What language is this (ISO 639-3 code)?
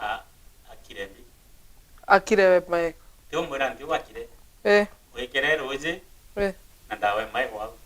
mer